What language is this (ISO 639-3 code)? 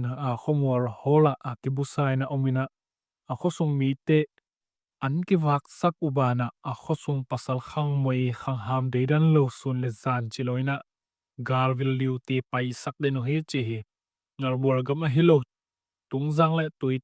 ctd